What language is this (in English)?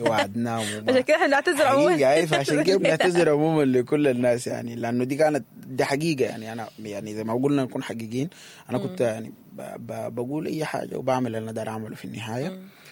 Sudanese Arabic